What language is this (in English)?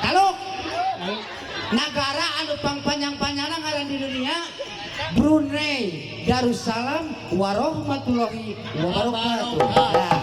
Sundanese